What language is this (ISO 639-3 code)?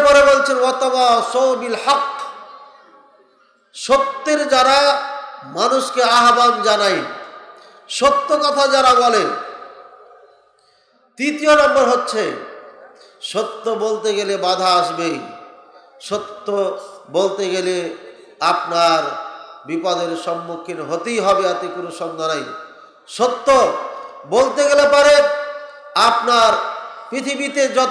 ben